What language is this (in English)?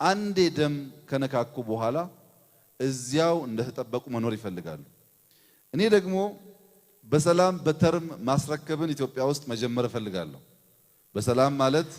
Amharic